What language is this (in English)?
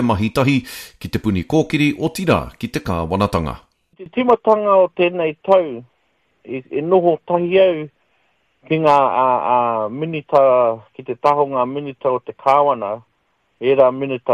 Māori